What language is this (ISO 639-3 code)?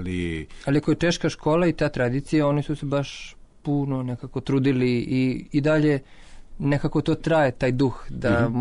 srp